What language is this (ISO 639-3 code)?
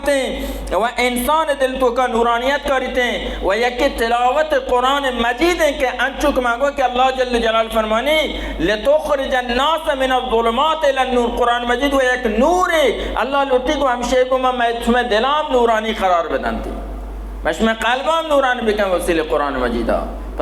bal